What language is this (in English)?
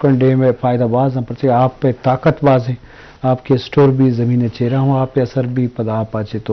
Eastern Balochi